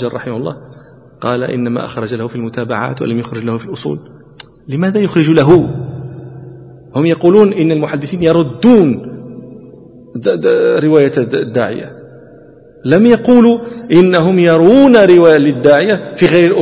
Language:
Arabic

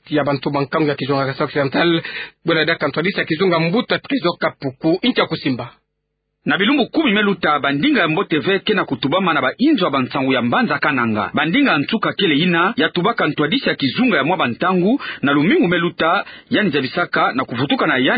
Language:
Kituba (Democratic Republic of Congo)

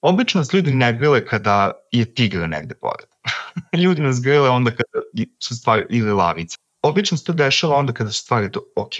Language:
Serbian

